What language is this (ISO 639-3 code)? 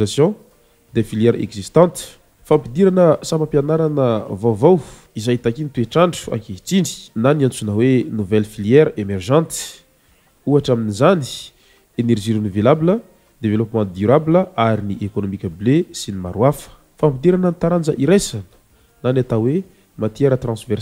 mlg